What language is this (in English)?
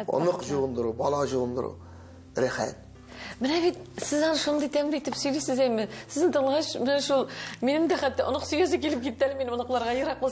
Tatar